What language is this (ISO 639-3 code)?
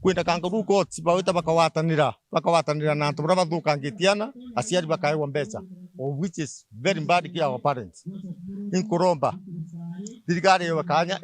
mer